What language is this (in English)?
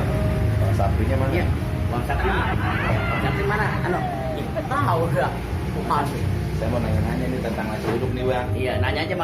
Betawi